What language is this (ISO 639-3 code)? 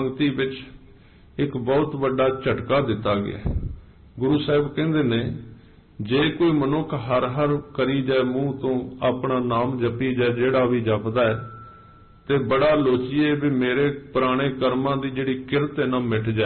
pan